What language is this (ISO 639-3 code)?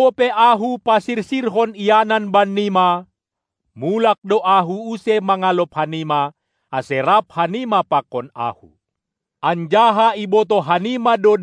bts